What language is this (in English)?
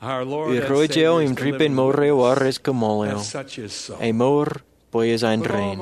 Marshallese